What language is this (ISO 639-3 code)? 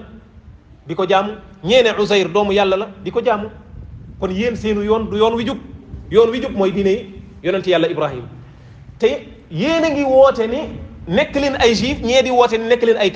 wol